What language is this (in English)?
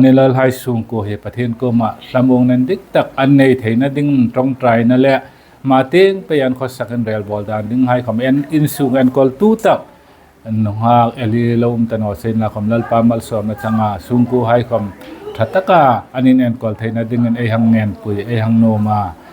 Hmar